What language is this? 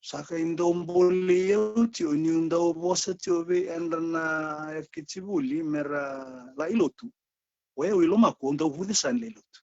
Fijian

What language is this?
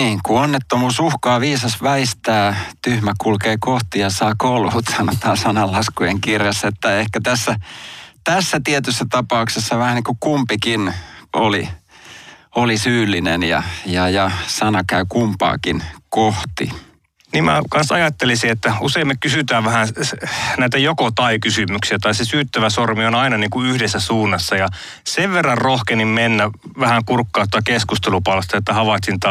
Finnish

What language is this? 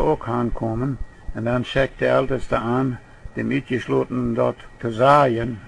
Plautdietsch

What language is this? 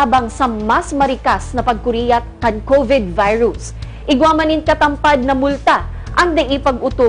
Bikol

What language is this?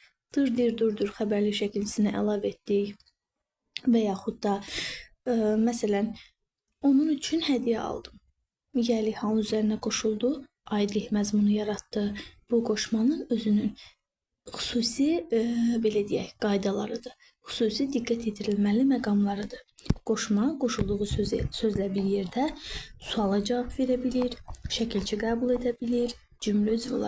Azerbaijani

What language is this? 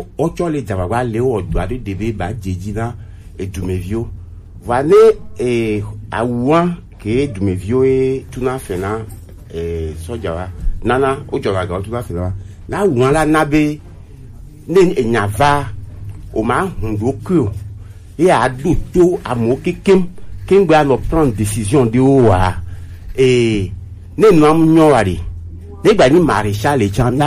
Gen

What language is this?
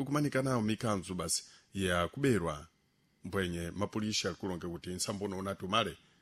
Sena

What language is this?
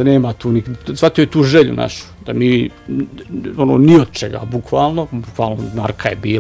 Bosnian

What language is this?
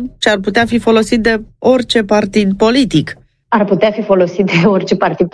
Romanian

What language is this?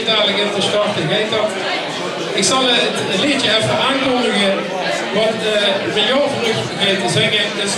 Limburgish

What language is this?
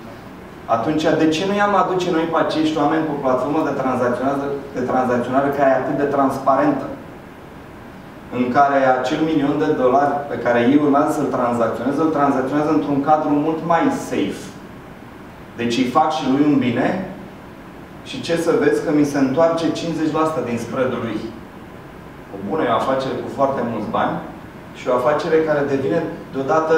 Romanian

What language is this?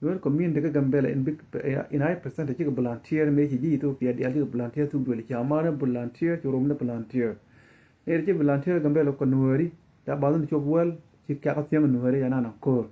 Nuer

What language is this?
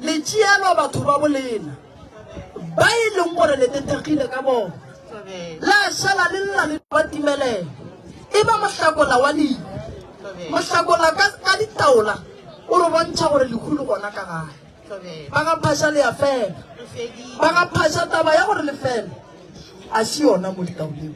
Northern Sotho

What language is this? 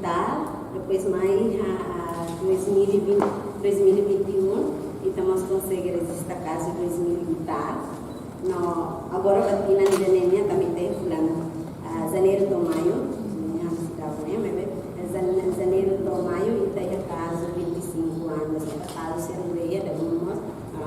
Tetum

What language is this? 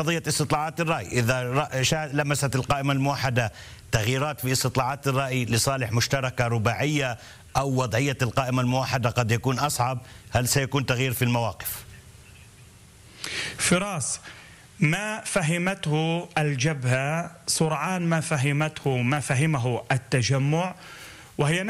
Arabic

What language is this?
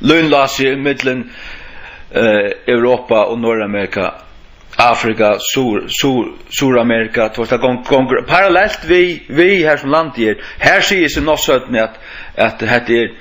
Faroese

